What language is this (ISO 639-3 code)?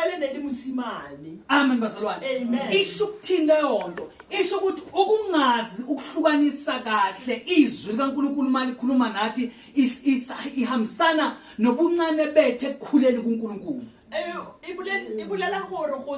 zul